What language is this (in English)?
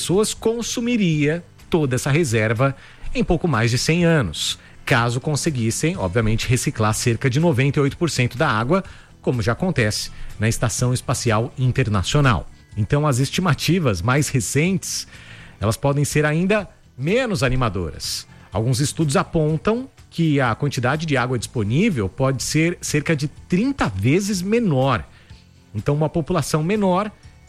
Portuguese